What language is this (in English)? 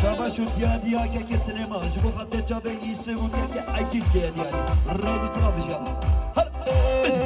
Kurdish